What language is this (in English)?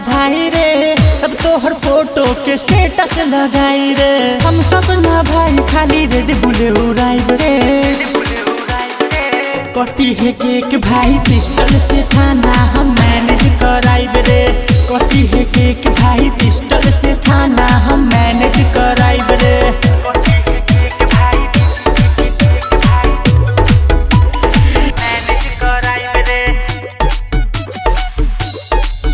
Bhojpuri